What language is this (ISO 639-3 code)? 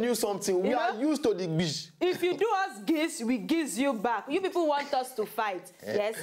pcm